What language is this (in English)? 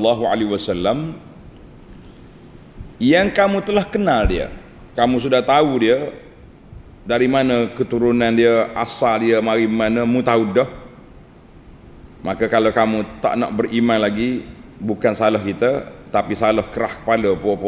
Malay